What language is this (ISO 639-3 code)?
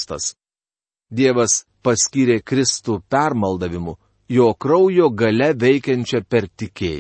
lit